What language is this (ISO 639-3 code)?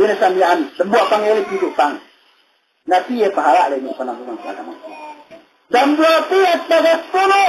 yka